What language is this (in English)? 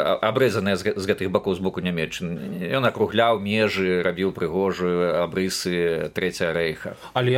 Belarusian